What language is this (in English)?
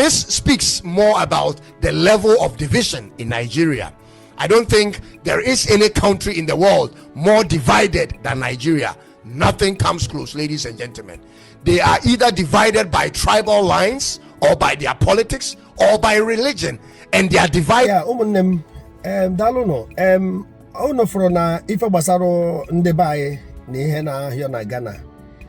Igbo